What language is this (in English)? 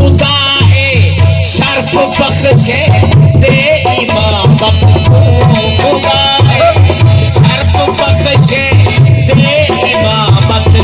Saraiki